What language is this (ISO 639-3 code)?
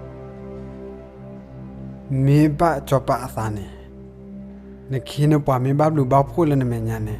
ksw